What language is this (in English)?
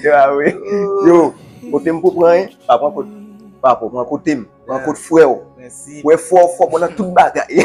Haitian Creole